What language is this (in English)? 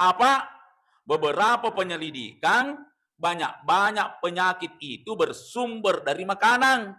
Buginese